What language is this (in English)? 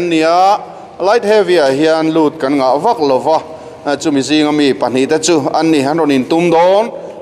Mizo